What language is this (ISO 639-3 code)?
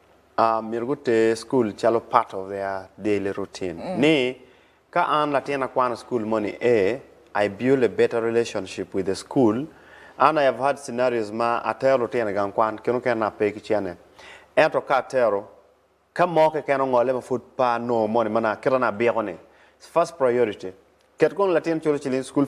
ach